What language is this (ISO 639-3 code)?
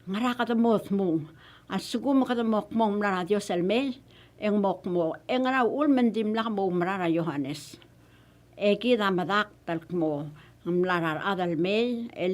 pau